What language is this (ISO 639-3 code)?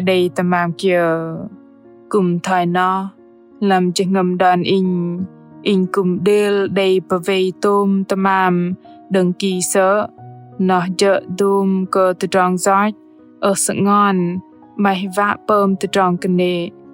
bdq